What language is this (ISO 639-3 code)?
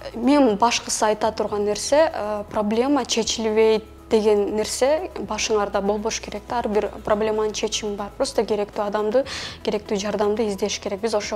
kir